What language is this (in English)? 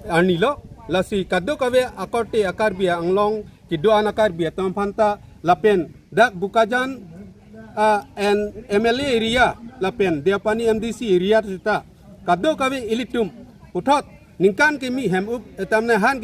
Karbi